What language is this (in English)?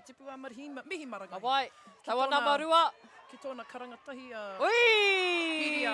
Māori